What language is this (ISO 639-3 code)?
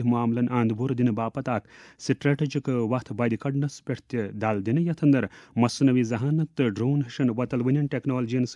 kas